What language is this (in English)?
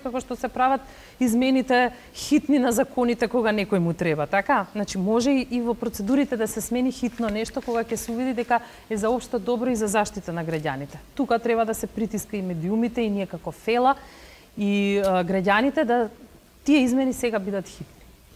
Macedonian